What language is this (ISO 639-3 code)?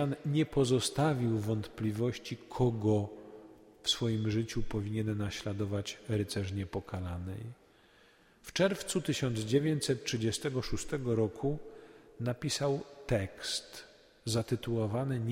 pol